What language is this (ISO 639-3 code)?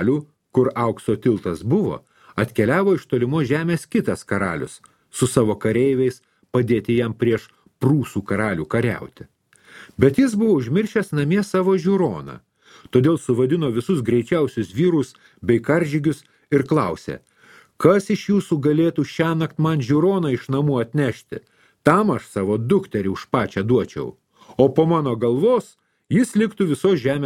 lit